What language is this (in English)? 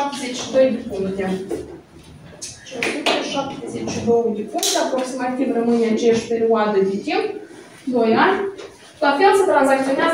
Romanian